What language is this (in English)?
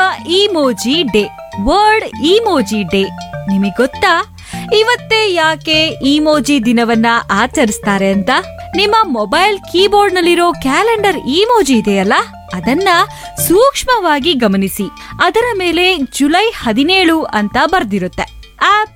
Kannada